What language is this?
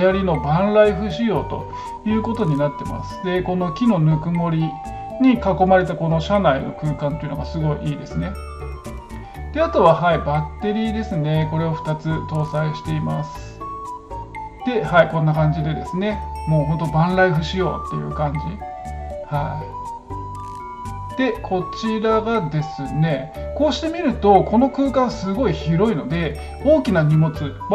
Japanese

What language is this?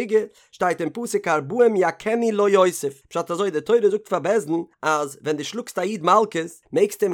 Yiddish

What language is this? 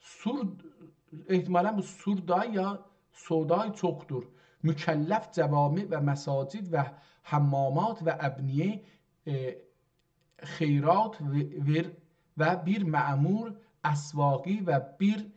South Azerbaijani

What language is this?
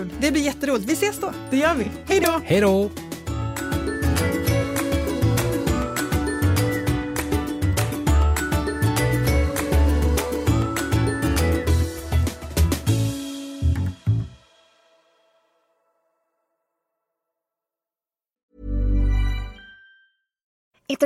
Swedish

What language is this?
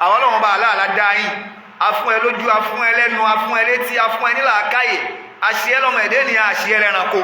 Yoruba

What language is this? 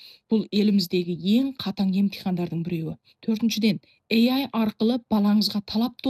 Kazakh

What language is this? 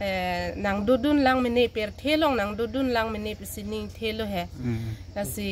Karbi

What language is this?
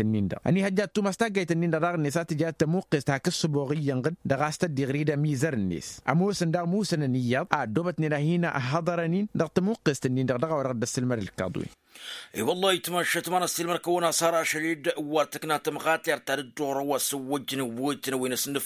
Tamasheq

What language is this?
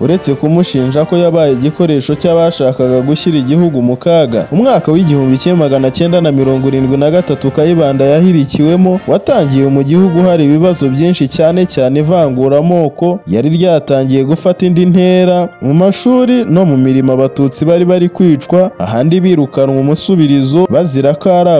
Kinyarwanda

